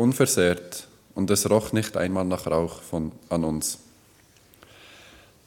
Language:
German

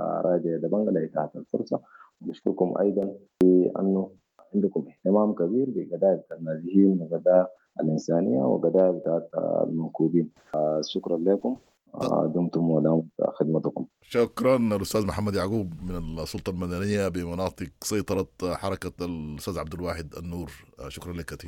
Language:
Sudanese Arabic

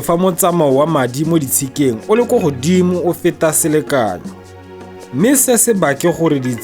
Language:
Tswana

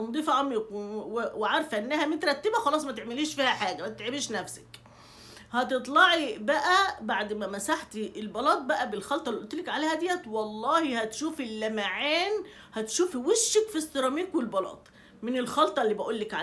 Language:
Egyptian Arabic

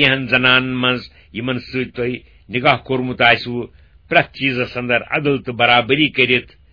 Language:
Kashmiri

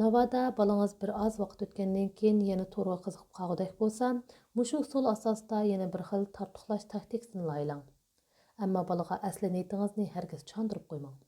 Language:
Uyghur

